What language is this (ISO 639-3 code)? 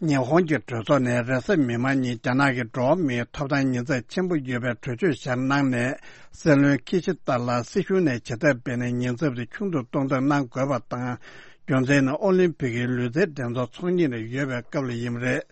bod